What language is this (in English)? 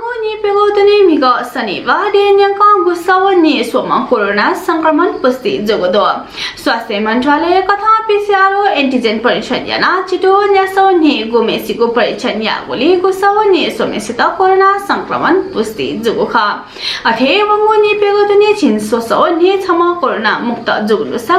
Newari